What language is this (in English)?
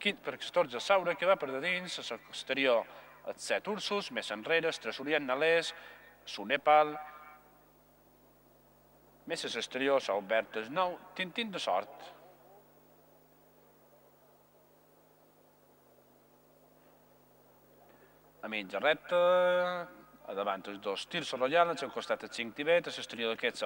Catalan